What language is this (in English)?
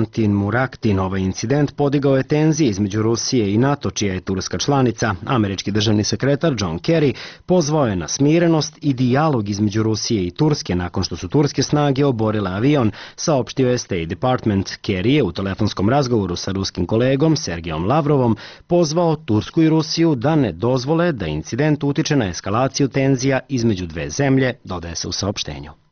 Serbian